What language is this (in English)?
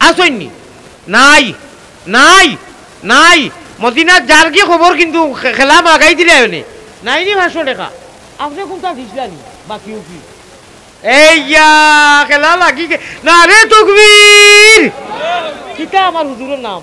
Sylheti